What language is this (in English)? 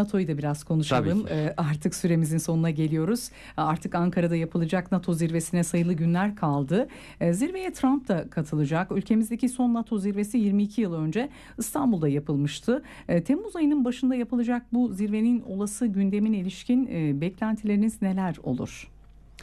Turkish